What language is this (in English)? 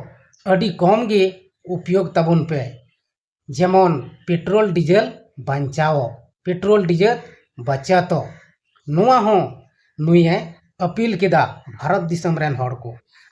Santali